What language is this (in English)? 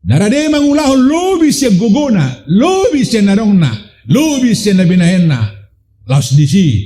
Batak Toba